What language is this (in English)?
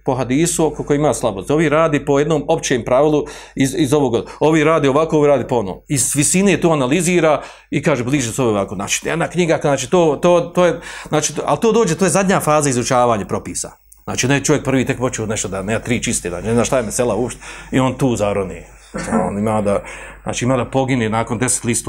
Bosnian